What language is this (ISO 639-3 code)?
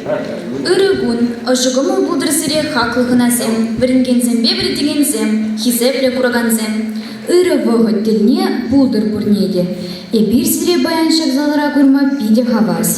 chv